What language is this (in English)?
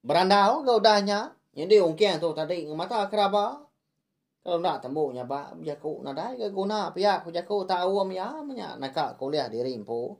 Iban